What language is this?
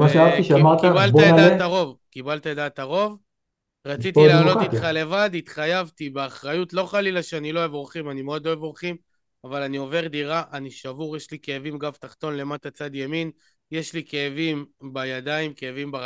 Hebrew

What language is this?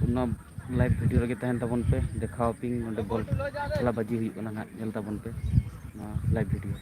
Santali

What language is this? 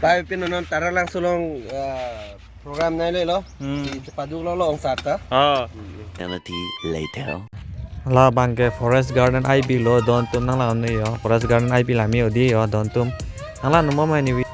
Karbi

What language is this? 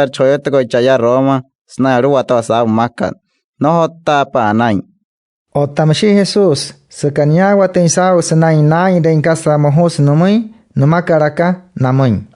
Wayuu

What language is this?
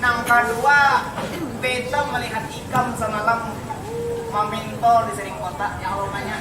Banjar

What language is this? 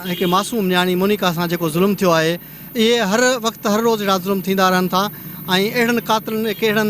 Sindhi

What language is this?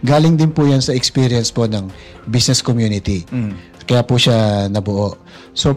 Filipino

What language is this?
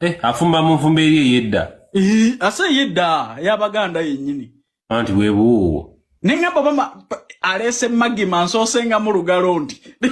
Ganda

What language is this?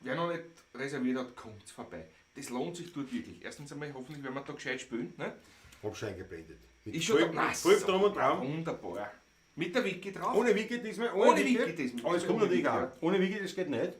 Bavarian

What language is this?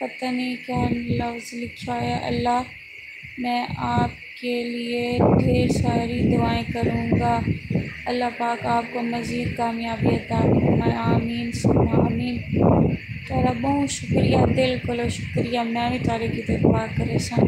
Saraiki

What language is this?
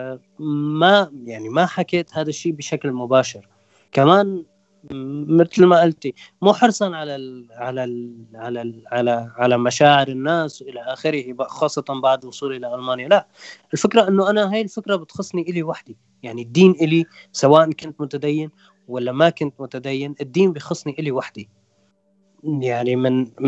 North Levantine Arabic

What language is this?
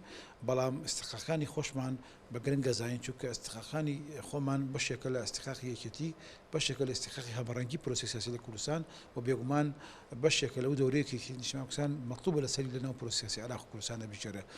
Central Kurdish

